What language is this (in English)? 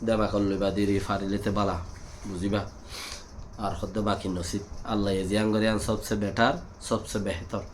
Rohingya